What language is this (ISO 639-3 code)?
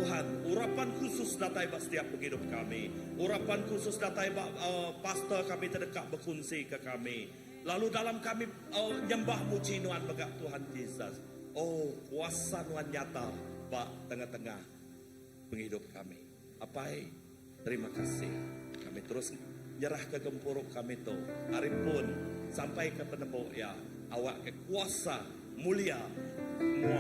iba